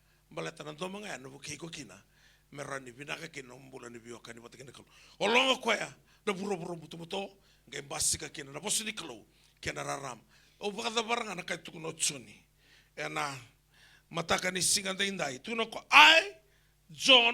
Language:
Fijian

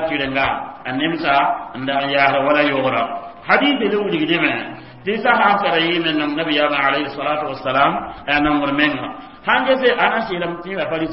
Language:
Mossi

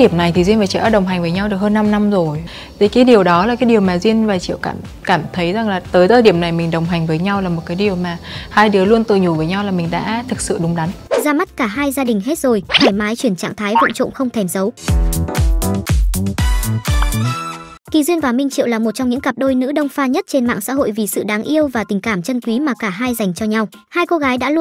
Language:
Vietnamese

